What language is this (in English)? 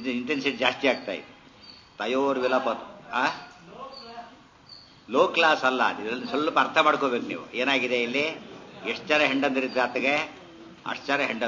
Kannada